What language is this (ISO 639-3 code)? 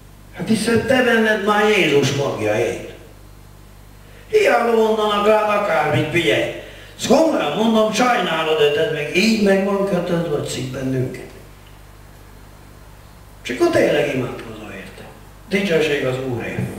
hun